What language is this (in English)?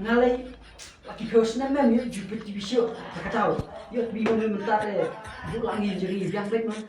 Khasi